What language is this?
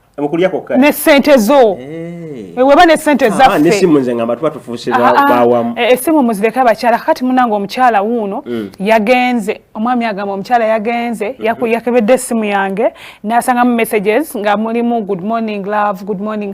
Ganda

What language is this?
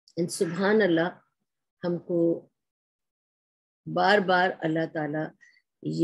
Urdu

